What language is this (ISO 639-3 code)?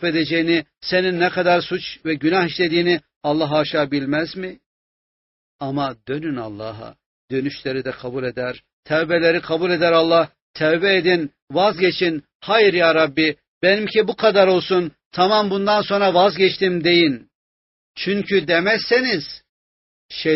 tur